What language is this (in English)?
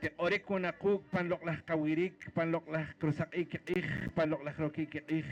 Poqomchi'